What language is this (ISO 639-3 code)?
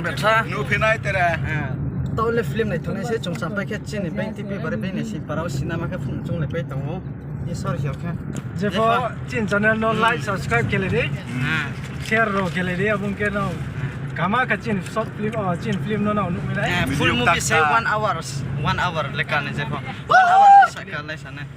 ria